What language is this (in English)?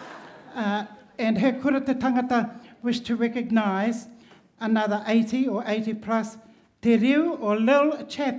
Māori